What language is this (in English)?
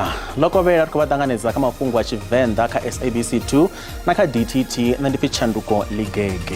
Venda